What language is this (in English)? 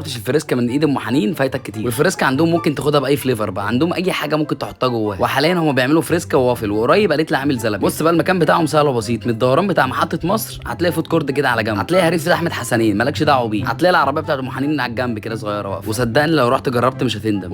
Egyptian Arabic